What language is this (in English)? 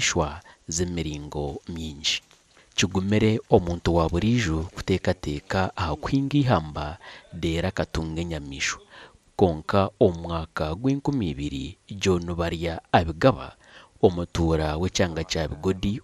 Nyankole